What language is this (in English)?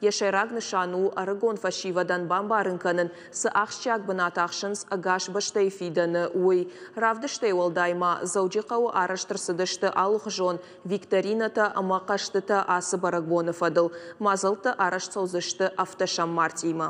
Ossetic